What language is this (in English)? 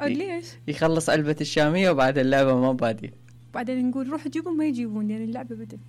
Mesopotamian Arabic